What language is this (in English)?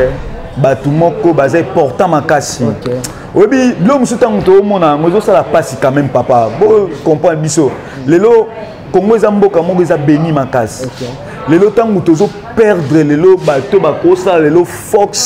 Lingala